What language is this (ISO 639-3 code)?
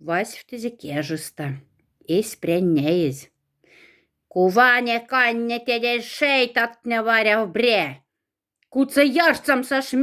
mdf